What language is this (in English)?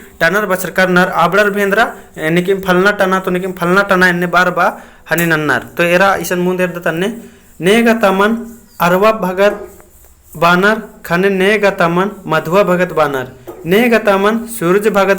Kurukh